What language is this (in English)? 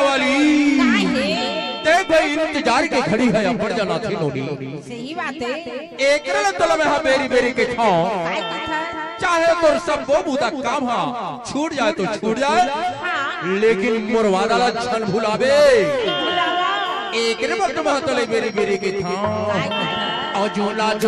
Chhattisgarhi